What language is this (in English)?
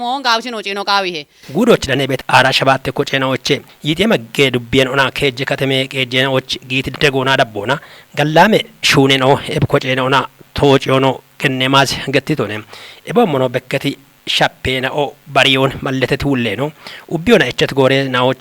Kafa